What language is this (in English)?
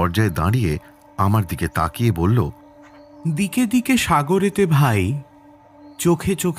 Bangla